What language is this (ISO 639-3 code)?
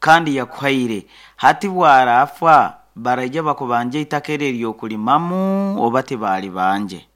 nyn